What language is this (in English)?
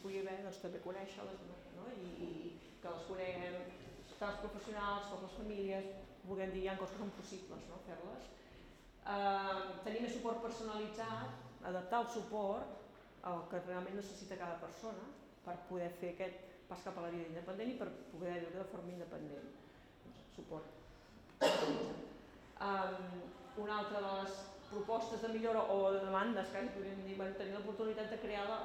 Catalan